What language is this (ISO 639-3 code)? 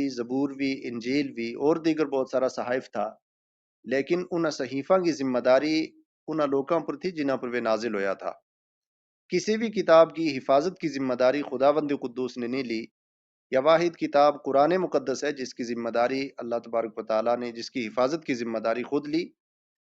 gju